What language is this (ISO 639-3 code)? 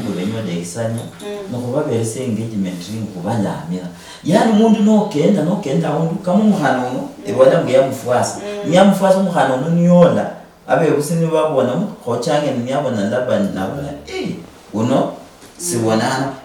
luy